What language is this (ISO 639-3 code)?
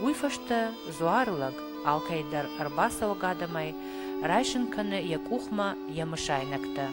oss